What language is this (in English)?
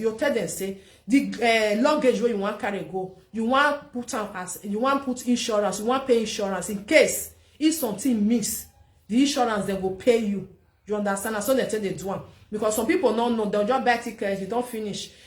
Nigerian Pidgin